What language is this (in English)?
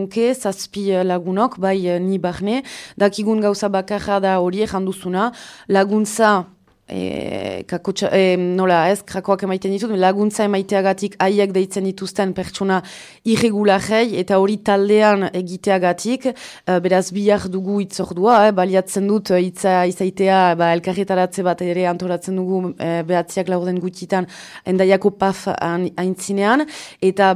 Basque